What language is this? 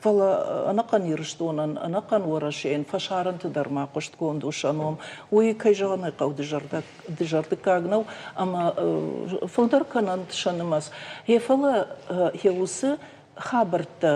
Ossetic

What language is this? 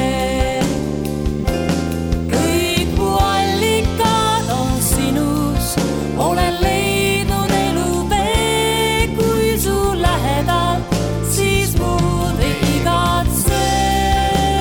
Estonian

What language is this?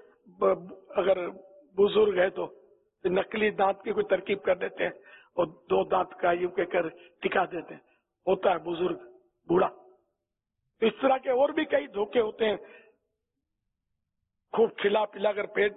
Urdu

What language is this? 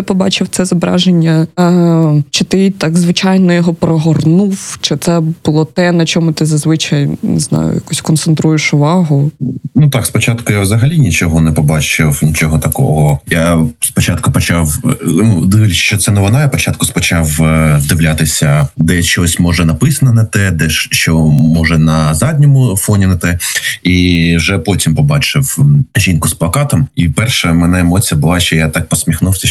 Ukrainian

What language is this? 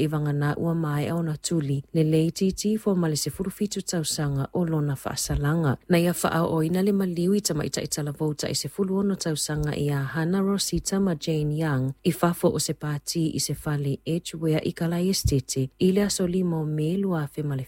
Samoan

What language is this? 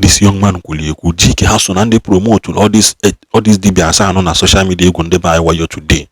Igbo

